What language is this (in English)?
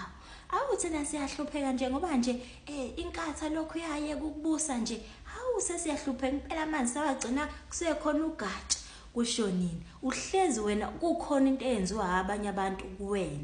Zulu